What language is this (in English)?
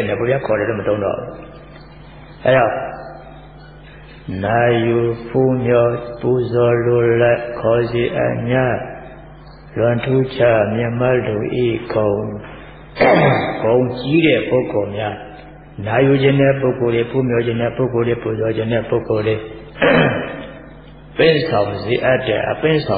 Burmese